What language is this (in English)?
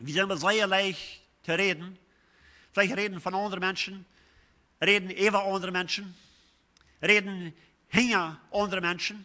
Plautdietsch